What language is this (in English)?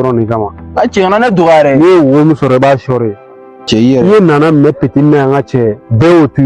Bambara